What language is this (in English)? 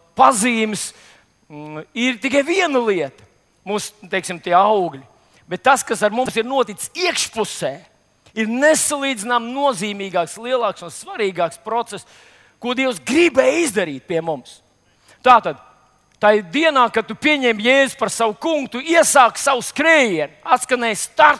Latvian